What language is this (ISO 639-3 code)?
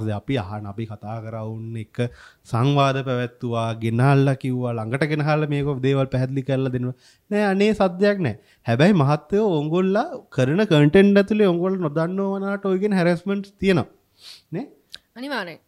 sin